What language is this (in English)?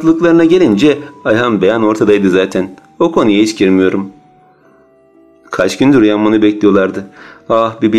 Turkish